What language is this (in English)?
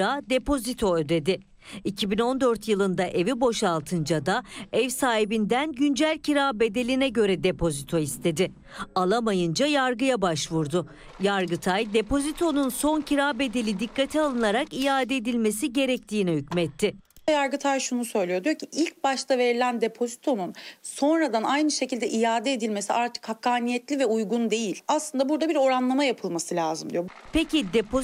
Turkish